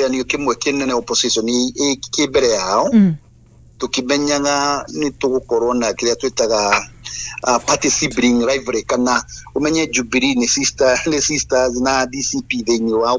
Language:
Kikuyu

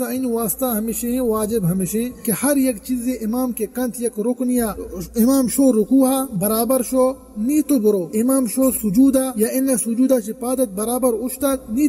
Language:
Eastern Balochi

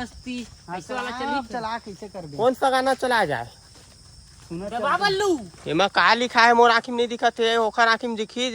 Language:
Chhattisgarhi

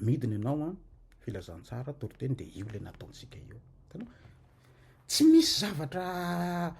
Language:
Malagasy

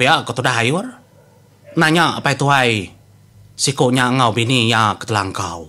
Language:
Iban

